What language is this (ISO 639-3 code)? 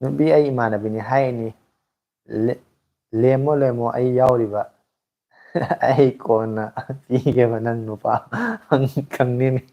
mni